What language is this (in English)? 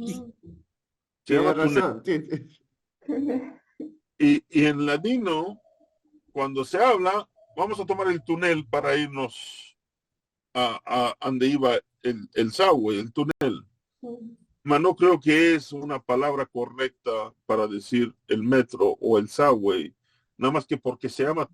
Ladino